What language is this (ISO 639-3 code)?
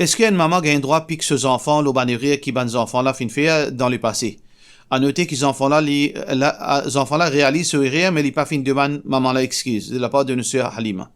mfe